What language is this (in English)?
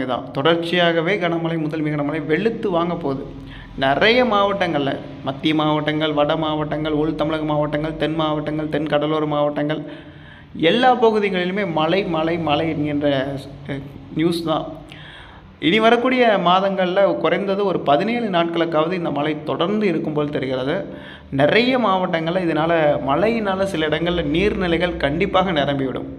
Tamil